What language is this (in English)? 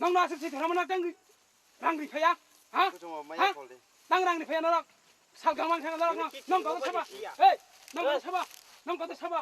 Riang (India)